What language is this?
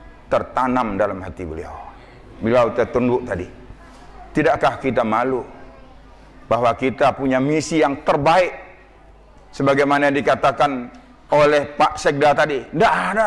Indonesian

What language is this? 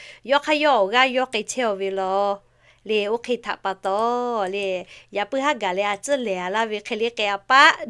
Lahu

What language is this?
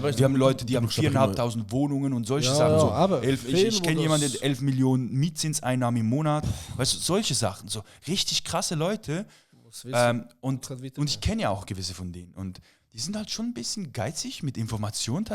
Swiss German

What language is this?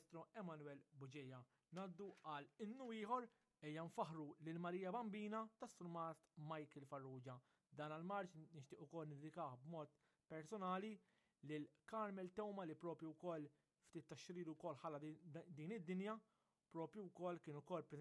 Maltese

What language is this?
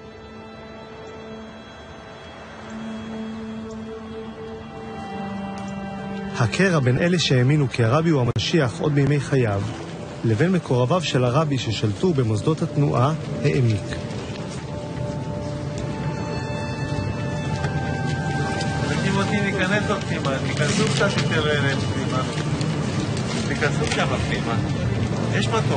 Hebrew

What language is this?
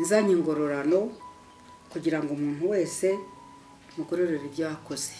Kinyarwanda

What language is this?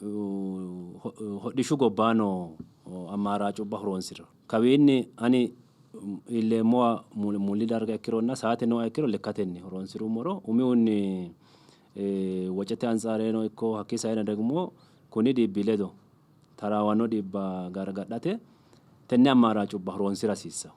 Sidamo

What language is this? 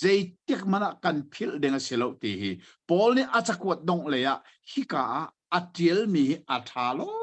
Hakha Chin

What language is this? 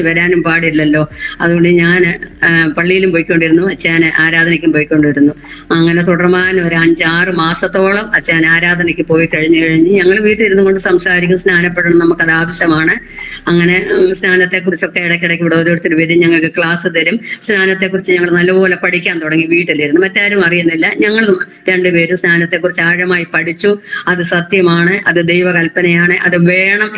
Malayalam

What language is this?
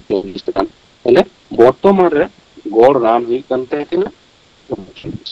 Santali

